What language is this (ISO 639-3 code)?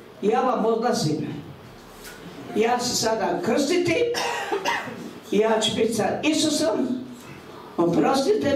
hrv